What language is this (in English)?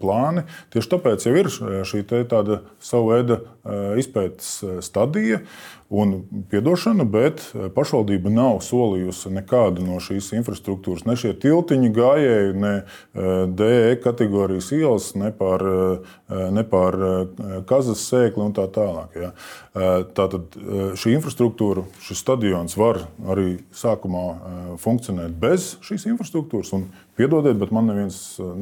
Latvian